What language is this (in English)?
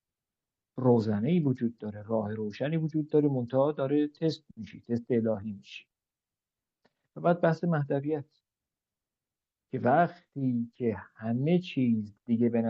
Persian